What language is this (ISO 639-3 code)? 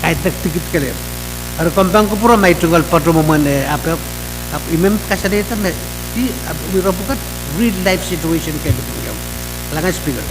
pon